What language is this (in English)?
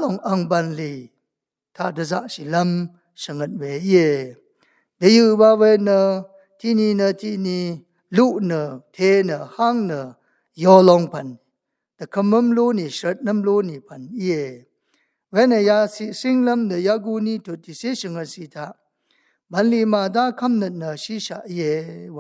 Rawang